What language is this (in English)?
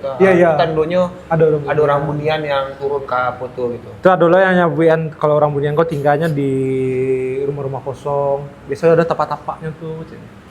Minangkabau